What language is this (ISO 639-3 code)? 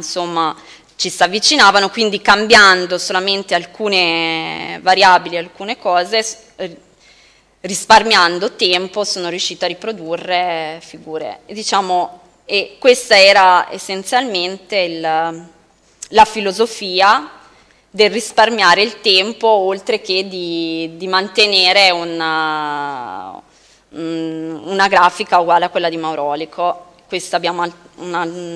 ita